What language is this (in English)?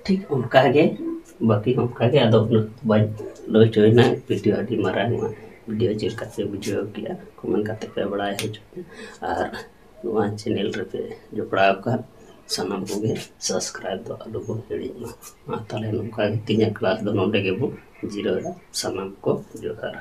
Santali